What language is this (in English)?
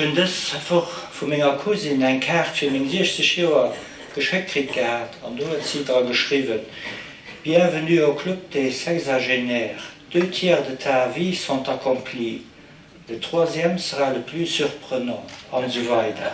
Luxembourgish